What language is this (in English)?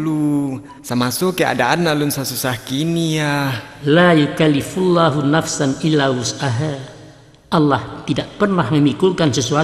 Minangkabau